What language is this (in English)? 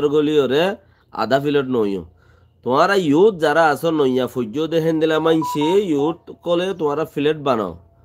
Rohingya